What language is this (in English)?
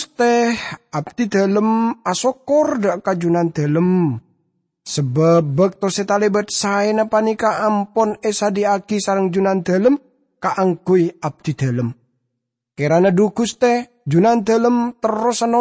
Madurese